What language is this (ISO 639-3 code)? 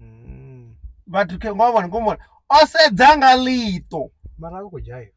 ven